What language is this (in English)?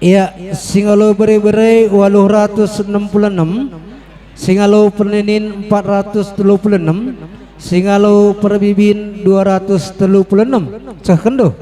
Batak Karo